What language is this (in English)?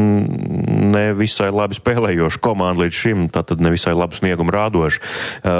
Latvian